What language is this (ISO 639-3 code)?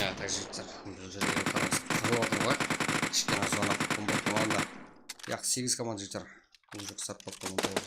kaa